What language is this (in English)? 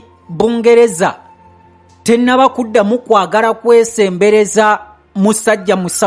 Ganda